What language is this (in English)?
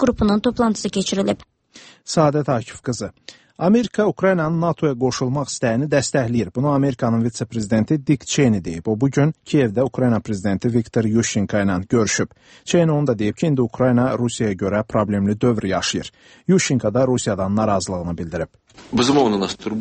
Azerbaijani